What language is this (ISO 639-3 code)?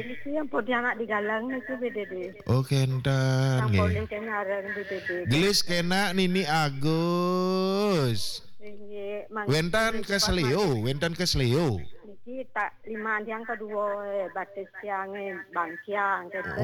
ban